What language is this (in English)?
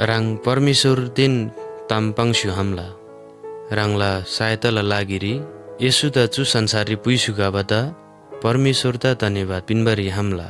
Eastern Tamang